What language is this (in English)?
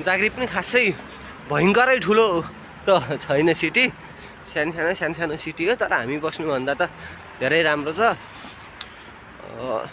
Nepali